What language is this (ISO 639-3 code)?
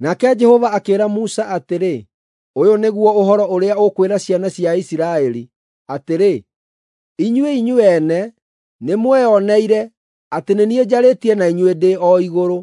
kik